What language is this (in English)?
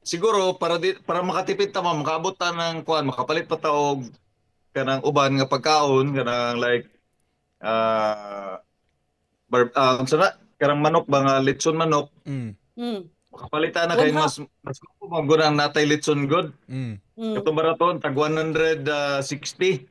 Cebuano